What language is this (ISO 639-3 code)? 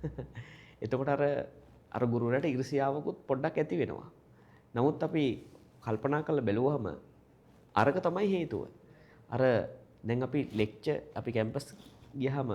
sin